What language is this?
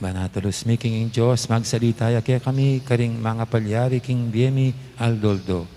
Pampanga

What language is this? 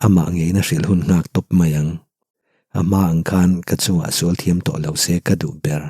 Mizo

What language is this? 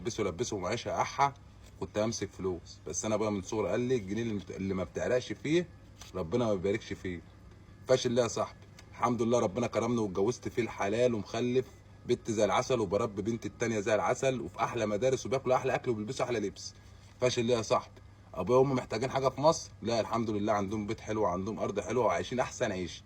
Egyptian Arabic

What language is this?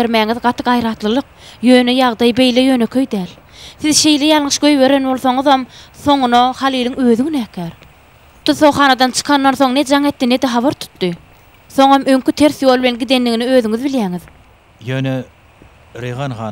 Turkmen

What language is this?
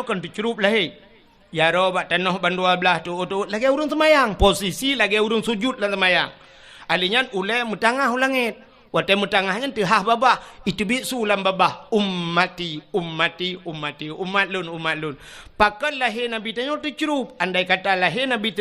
Achinese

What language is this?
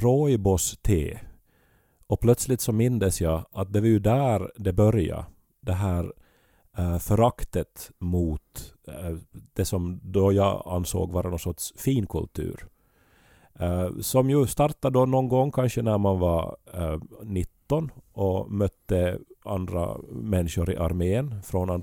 Swedish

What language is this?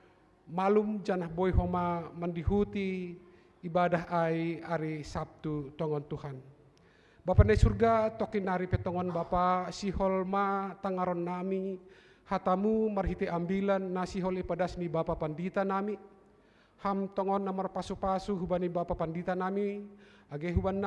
Batak Simalungun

